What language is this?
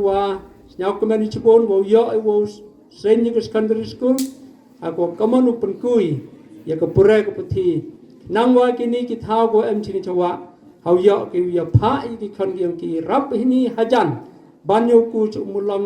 Pnar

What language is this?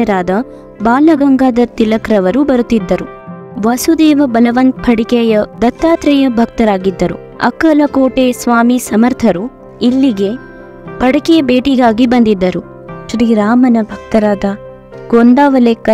Kannada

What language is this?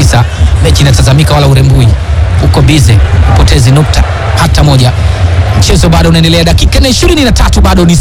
Swahili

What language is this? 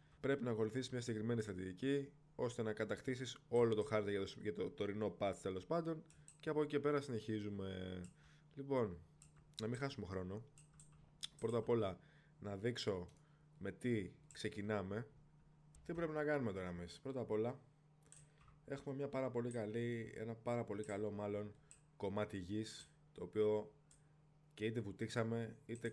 Greek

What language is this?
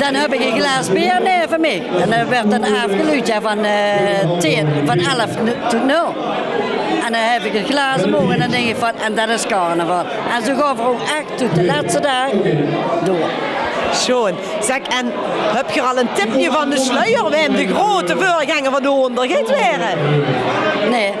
Limburgish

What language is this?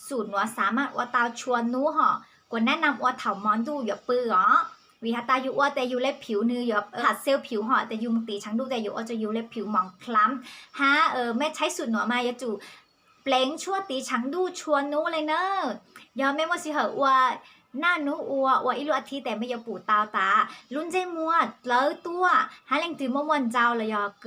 Hmong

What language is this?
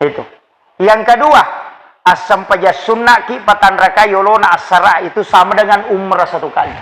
Buginese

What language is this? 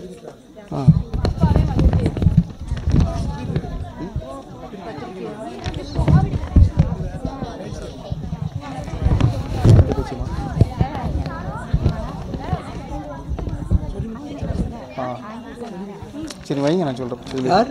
Tamil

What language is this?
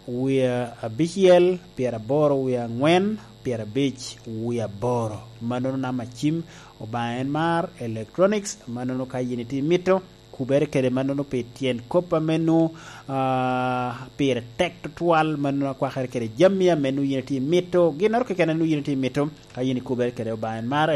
Lango (Uganda)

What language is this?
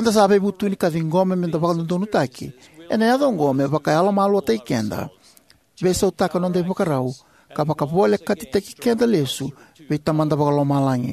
Fijian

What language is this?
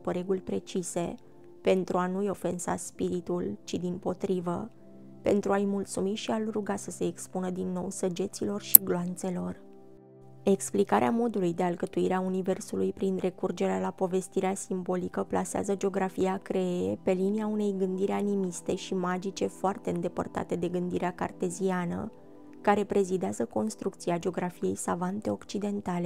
Romanian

